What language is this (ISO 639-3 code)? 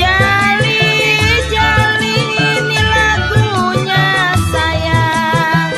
bew